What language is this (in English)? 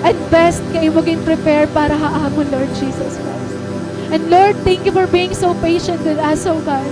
Waray